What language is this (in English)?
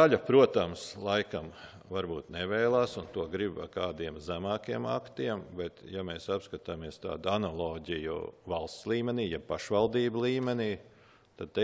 Latvian